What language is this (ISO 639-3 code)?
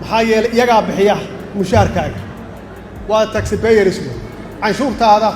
som